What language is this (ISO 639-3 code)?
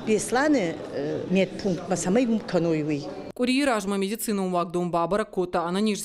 oss